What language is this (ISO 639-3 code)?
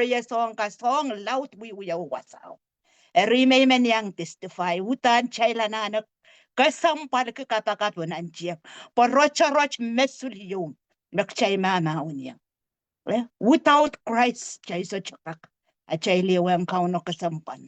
pon